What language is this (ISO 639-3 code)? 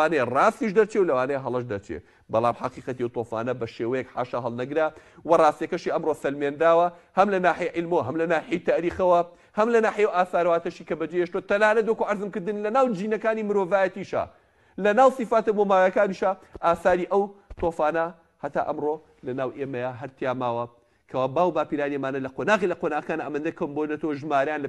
ckb